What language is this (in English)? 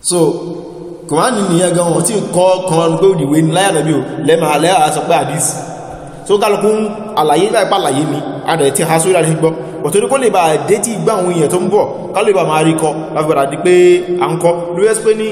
Yoruba